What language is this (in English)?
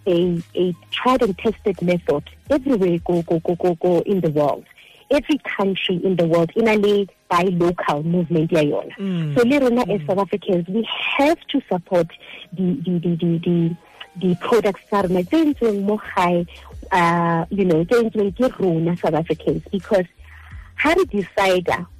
Southern Sotho